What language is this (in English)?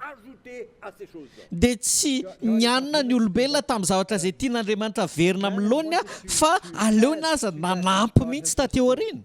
Malagasy